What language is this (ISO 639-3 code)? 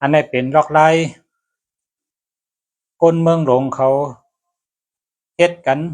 shn